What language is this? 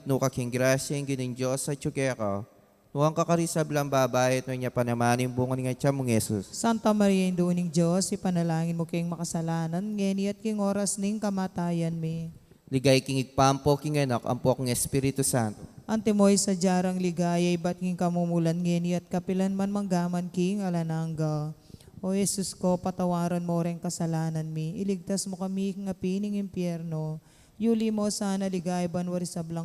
Pampanga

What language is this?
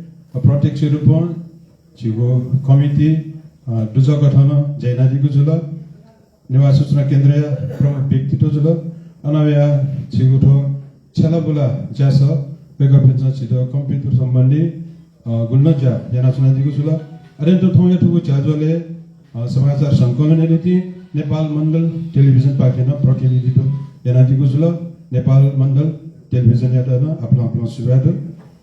Newari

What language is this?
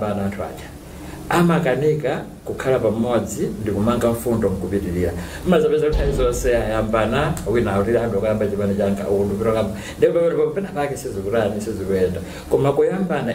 Nyanja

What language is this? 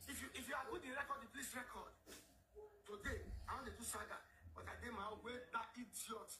Nigerian Pidgin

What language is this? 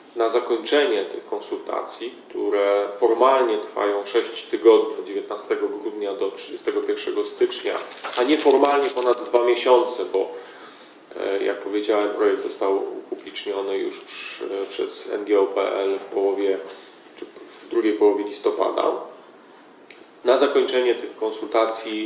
Polish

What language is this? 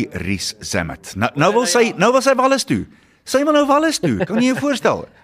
Afrikaans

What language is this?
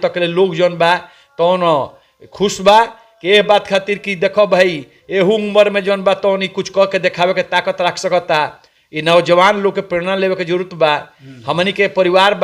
Bhojpuri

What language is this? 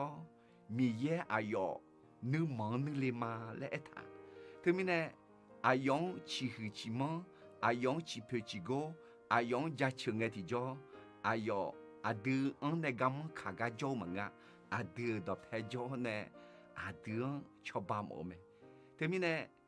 Akha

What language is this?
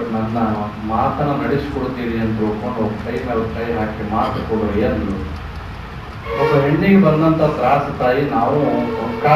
Kannada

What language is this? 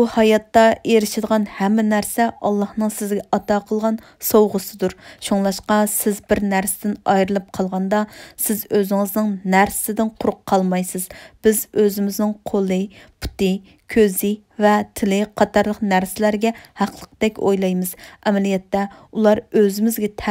Uyghur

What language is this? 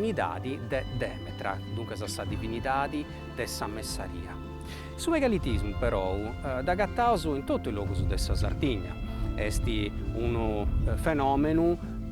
Sardinian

